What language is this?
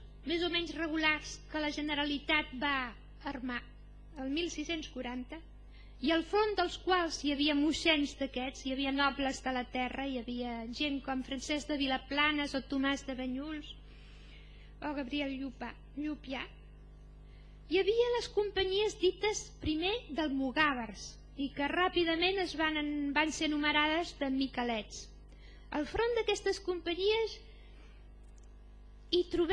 Catalan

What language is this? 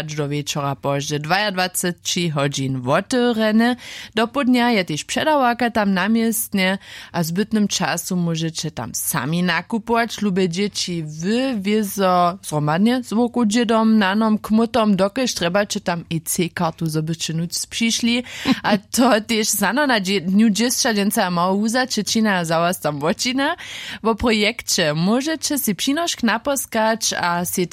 Upper Sorbian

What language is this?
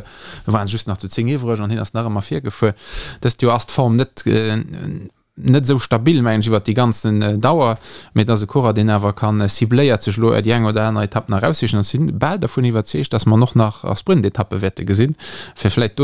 Luxembourgish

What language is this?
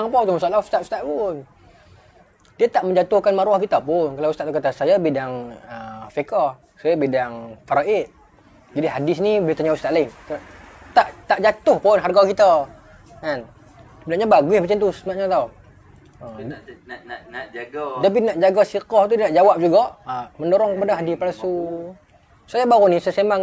Malay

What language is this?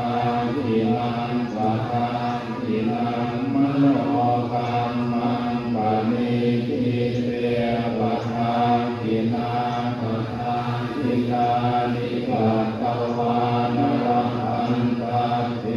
Pali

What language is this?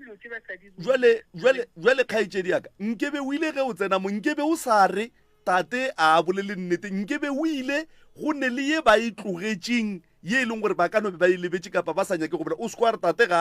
Northern Sotho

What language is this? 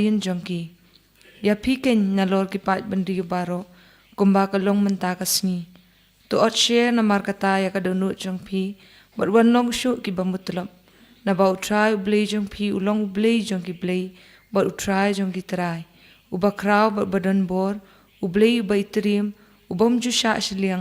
Khasi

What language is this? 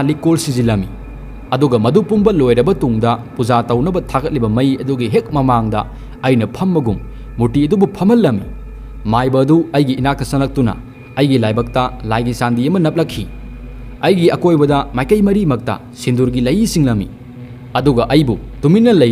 Manipuri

